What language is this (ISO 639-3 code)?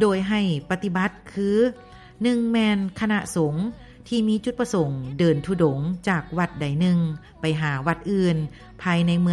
lao